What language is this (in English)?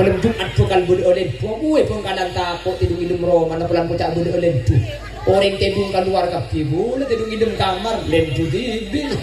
Madurese